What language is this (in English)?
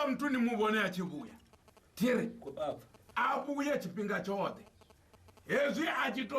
Venda